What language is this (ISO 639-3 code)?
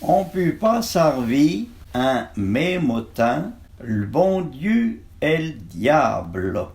frp